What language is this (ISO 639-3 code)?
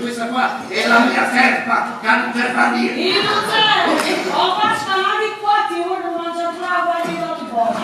nap